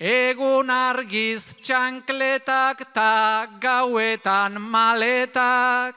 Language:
Basque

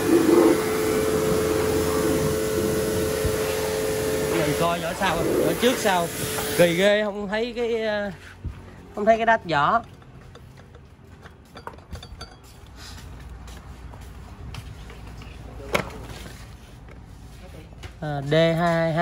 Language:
Vietnamese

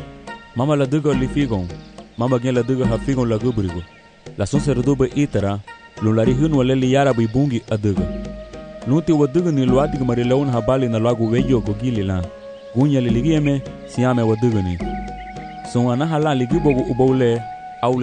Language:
Garifuna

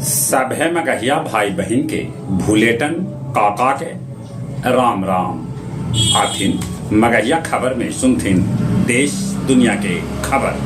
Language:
Magahi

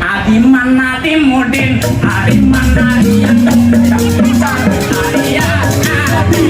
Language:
Betawi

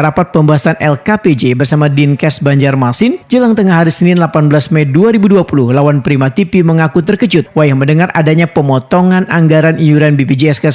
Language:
Banjar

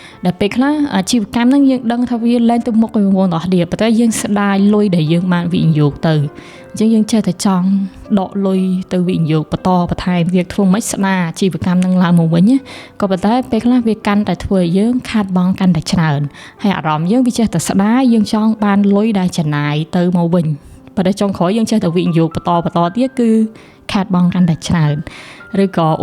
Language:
Khmer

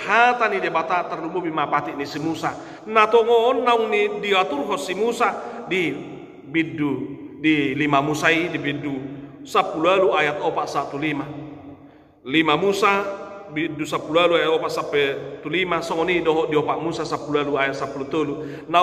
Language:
Batak Toba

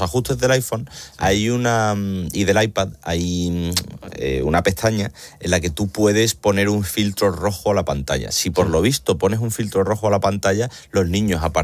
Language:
Spanish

